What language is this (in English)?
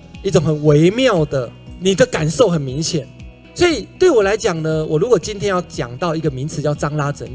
Chinese